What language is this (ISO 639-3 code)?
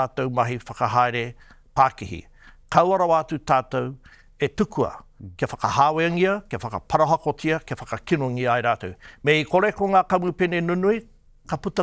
mri